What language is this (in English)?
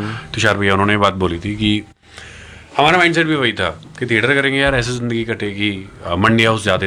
Hindi